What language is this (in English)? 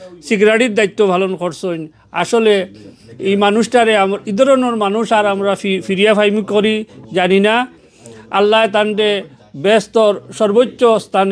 Sylheti